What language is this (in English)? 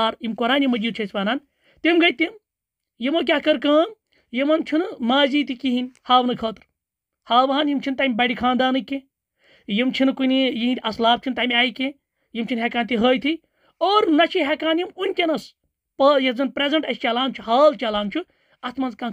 Kashmiri